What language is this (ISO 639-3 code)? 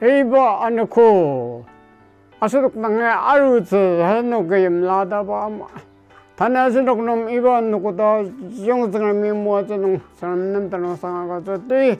njo